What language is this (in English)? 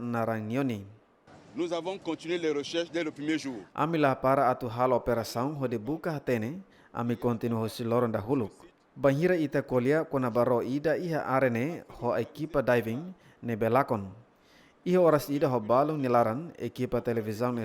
Tetum